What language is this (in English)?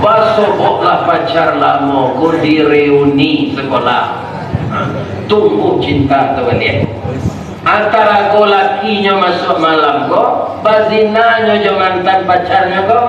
Minangkabau